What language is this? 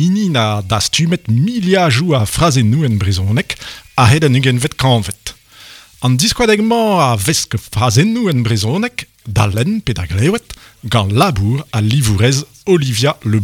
Breton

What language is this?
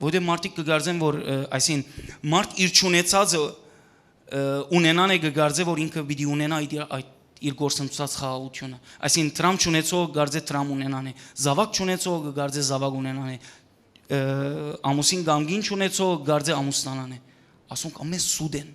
Western Armenian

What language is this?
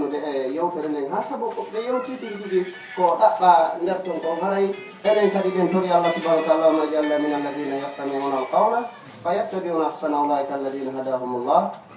Fula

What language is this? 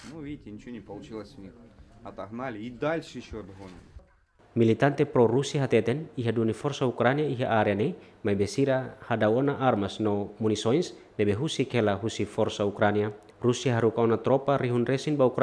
Tetum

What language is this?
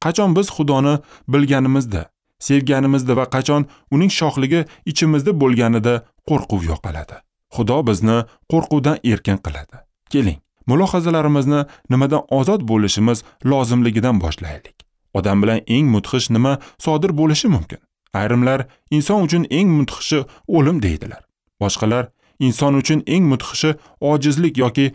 Uzbek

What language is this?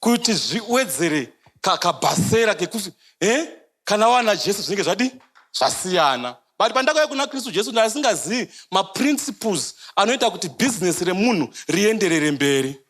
Shona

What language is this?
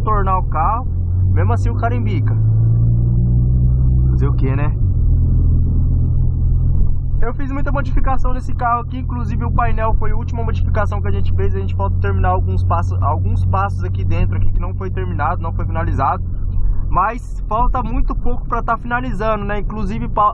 Portuguese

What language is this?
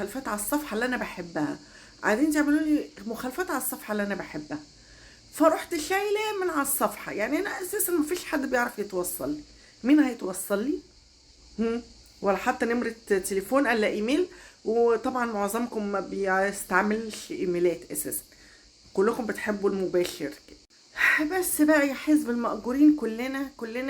Egyptian Arabic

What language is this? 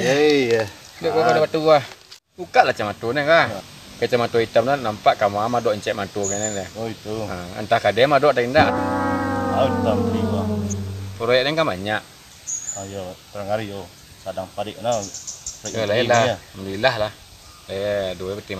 Minangkabau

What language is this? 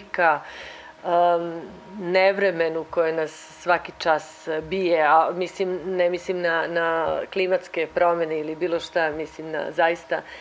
Serbian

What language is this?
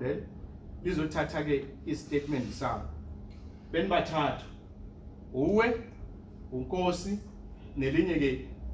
Zulu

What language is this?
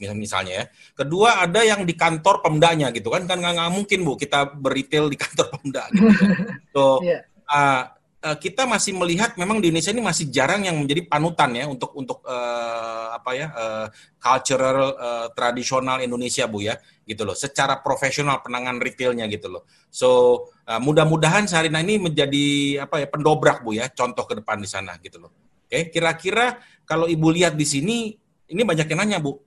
Indonesian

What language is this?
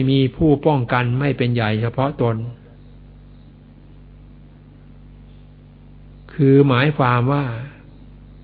Thai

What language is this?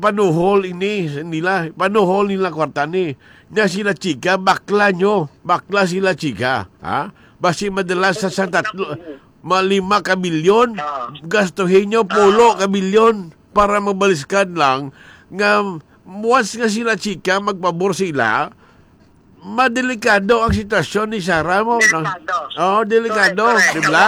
Hiligaynon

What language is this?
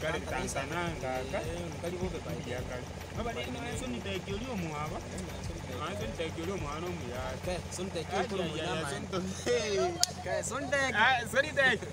Gusii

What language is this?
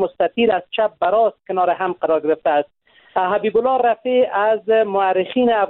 Persian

